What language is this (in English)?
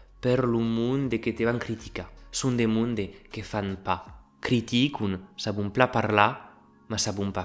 Occitan